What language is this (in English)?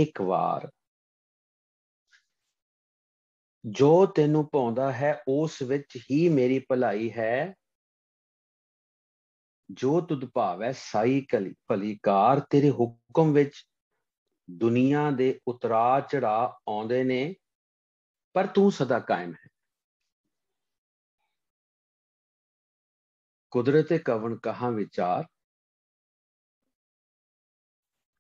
Punjabi